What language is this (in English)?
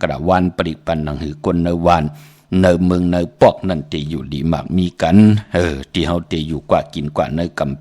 Shan